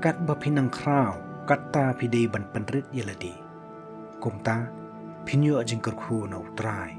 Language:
Khasi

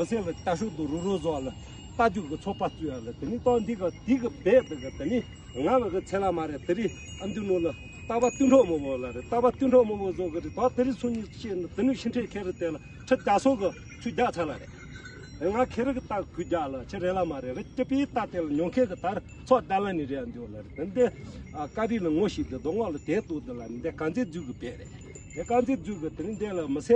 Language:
Tibetan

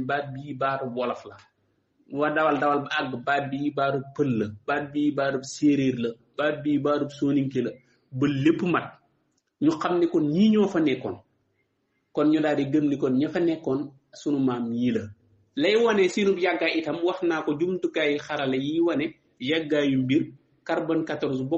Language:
Wolof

